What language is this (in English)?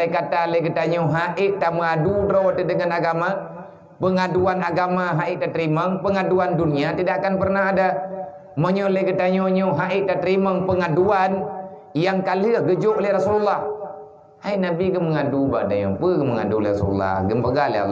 Achinese